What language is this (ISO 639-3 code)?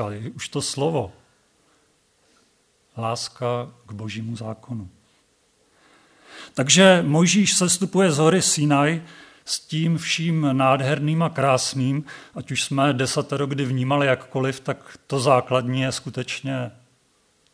ces